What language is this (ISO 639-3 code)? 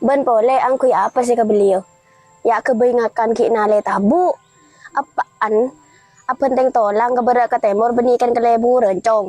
mad